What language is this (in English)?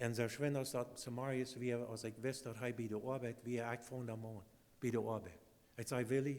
Plautdietsch